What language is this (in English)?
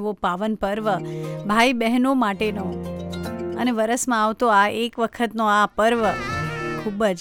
Gujarati